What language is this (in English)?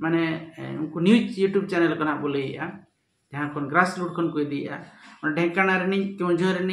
Santali